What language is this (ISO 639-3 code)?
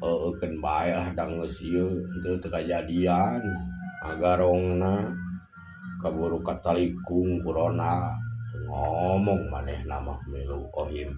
sun